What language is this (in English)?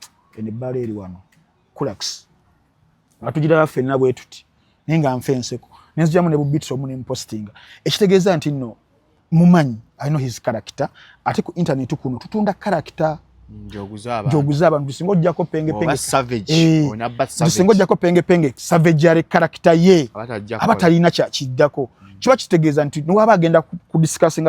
Ganda